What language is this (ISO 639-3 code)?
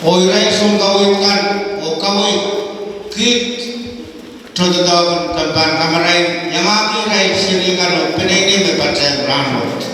pon